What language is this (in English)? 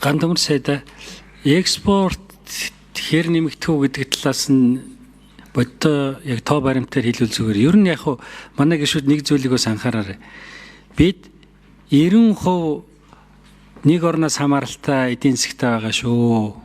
Mongolian